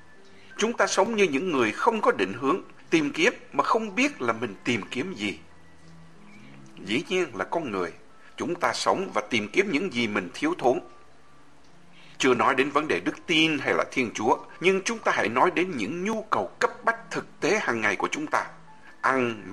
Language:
Vietnamese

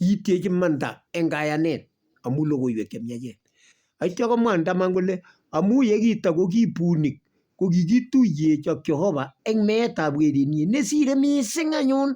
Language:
Kalenjin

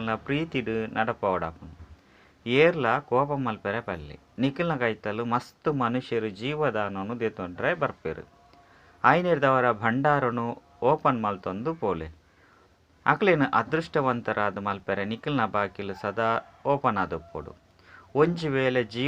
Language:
Tulu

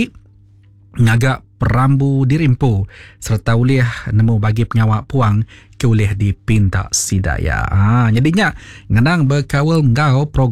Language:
Iban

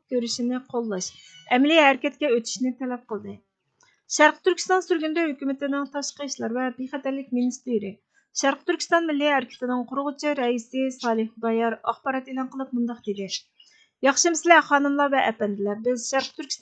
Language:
Uyghur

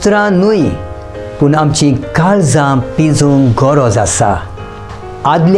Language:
Konkani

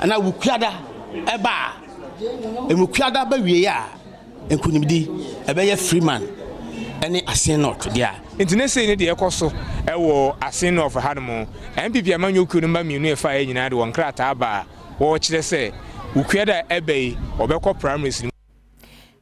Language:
Akan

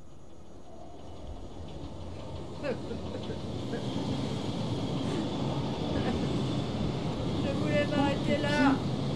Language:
French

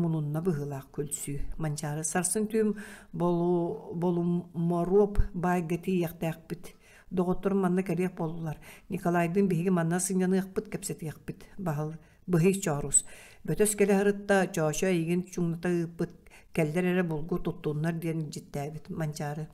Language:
Yakut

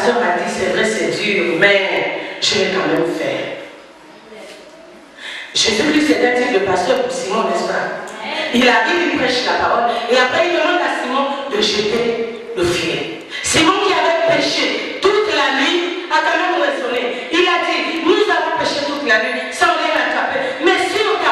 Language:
French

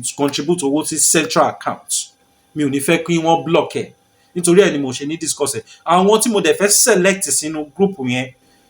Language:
Yoruba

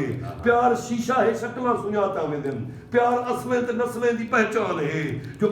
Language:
Saraiki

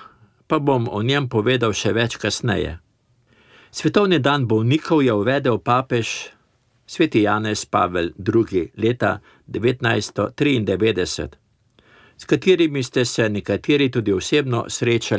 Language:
Slovenian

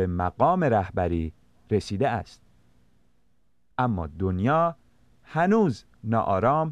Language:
Persian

